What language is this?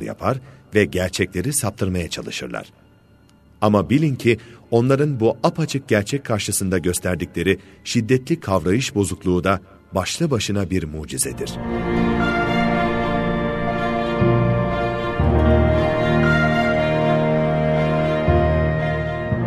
Turkish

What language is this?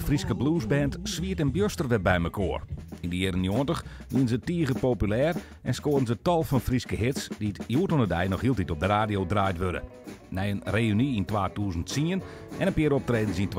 Western Frisian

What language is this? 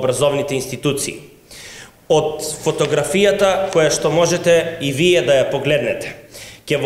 Macedonian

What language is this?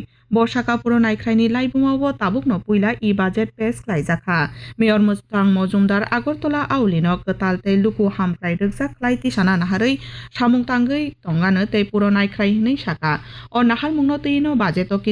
Kok Borok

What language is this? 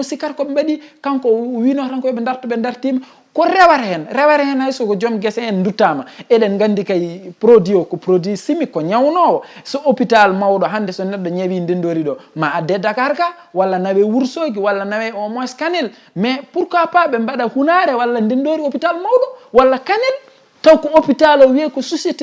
Fula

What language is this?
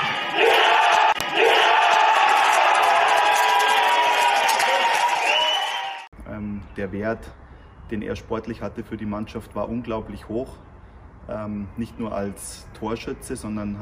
German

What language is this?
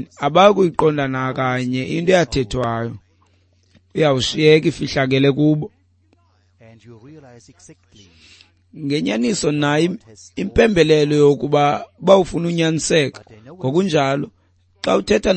Xhosa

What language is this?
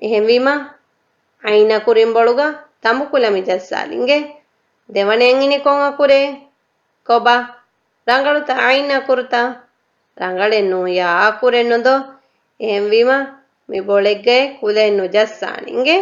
Divehi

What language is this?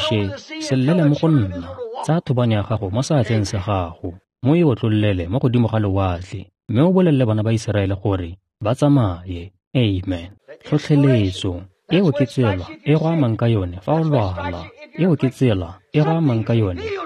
Tswana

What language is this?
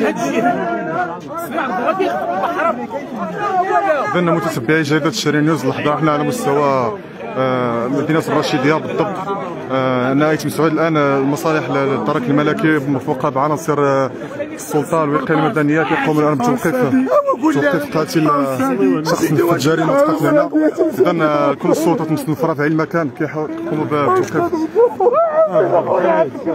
Moroccan Arabic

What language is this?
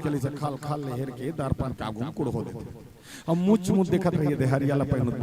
Chhattisgarhi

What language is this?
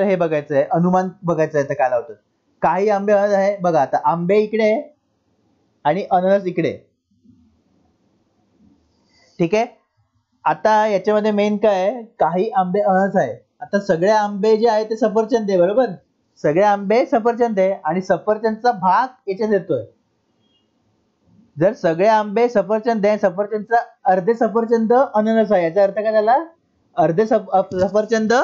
Marathi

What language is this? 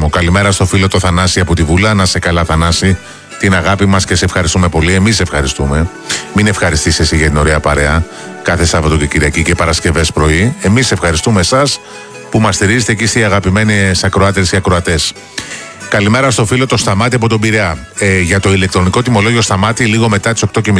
Greek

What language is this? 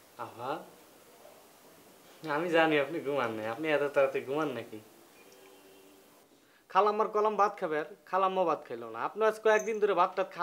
Bangla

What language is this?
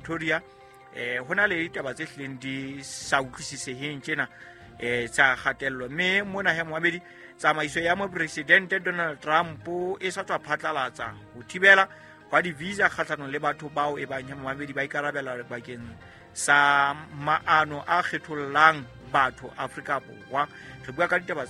Southern Sotho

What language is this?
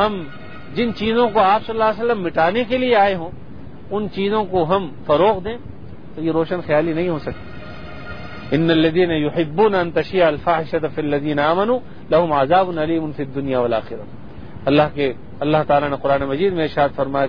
Urdu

